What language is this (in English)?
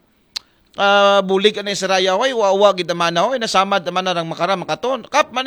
Aklanon